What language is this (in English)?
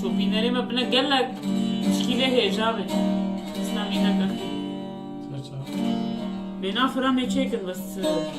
North Levantine Arabic